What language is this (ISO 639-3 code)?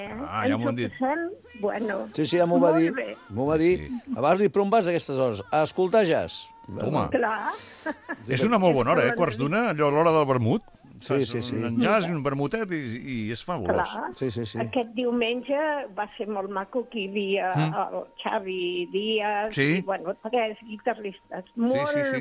cat